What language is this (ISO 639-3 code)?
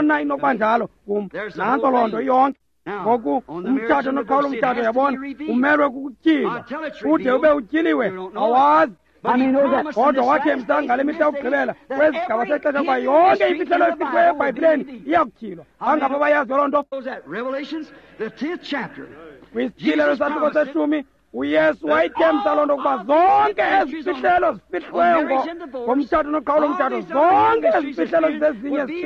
xho